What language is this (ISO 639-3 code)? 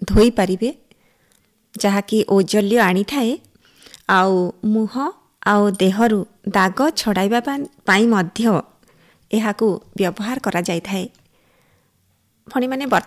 ori